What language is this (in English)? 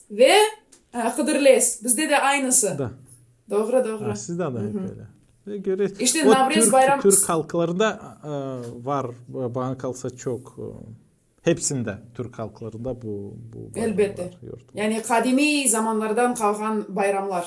Gagauz